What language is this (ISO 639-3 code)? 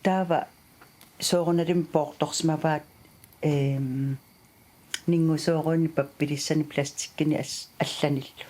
kal